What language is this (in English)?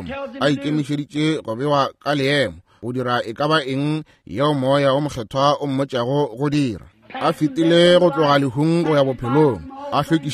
Northern Sotho